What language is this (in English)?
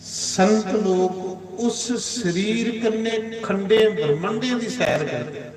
Dogri